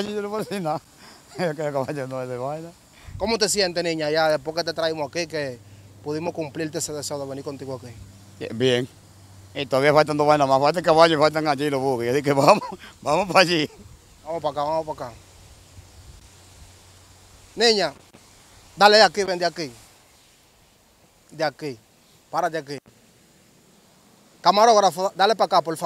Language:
Spanish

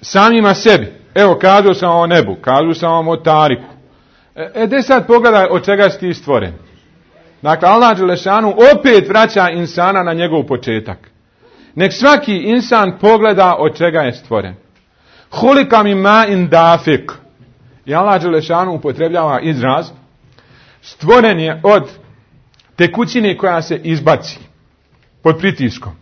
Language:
Bosnian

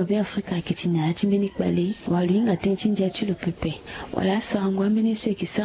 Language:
Sango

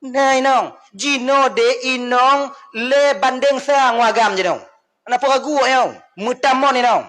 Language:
Achinese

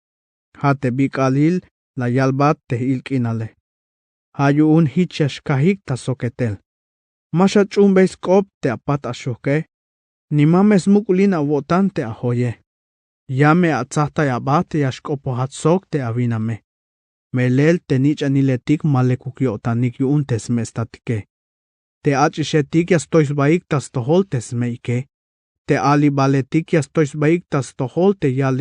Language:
Tzeltal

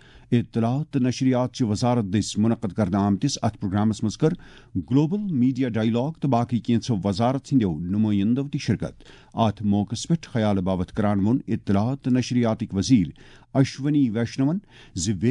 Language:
Kashmiri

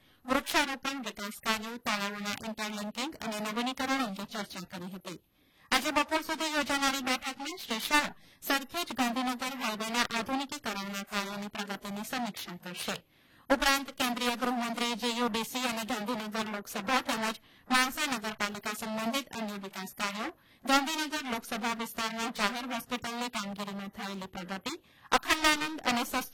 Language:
Gujarati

